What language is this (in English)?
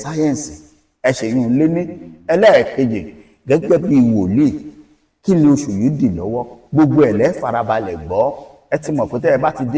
Yoruba